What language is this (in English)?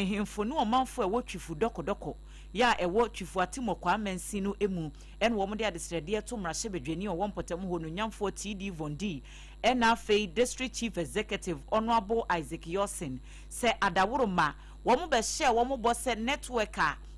Akan